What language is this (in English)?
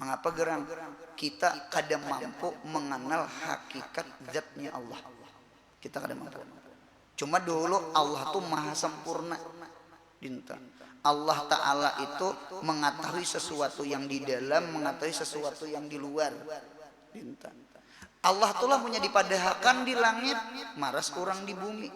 Banjar